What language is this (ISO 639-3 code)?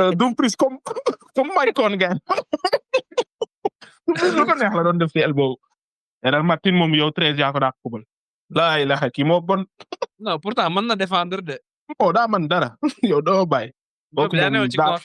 wol